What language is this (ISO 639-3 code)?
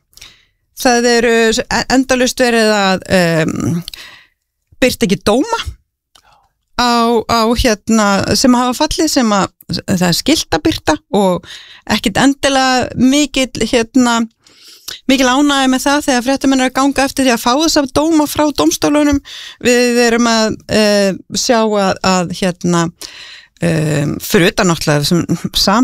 isl